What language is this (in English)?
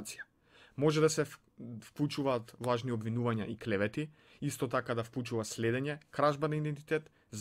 Macedonian